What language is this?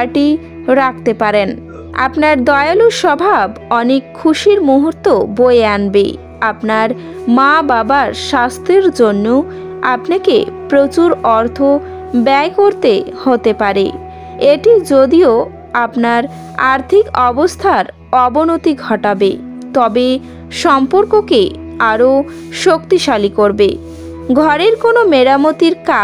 Bangla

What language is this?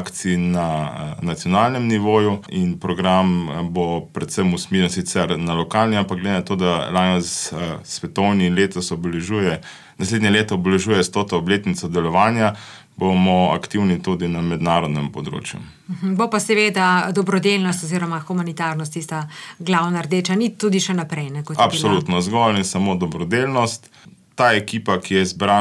Slovenian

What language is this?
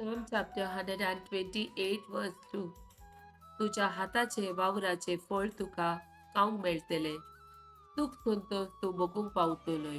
Konkani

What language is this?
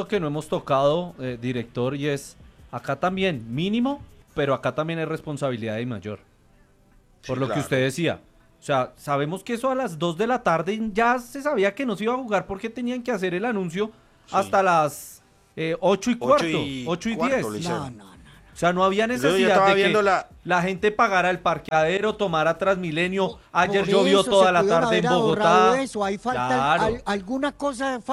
Spanish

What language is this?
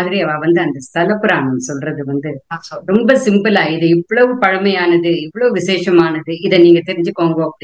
Tamil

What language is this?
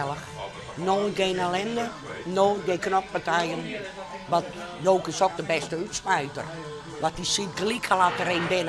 Western Frisian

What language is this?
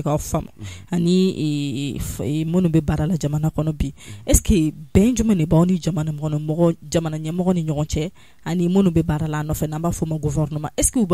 Bambara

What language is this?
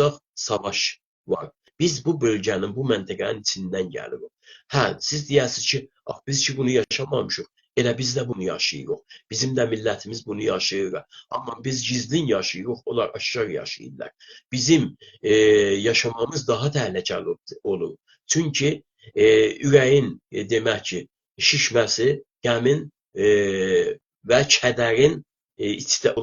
South Azerbaijani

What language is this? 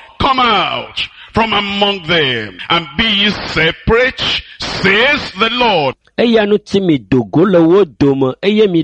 Ewe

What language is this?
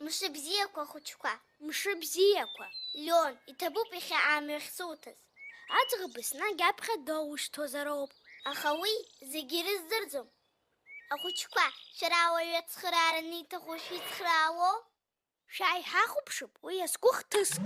Abkhazian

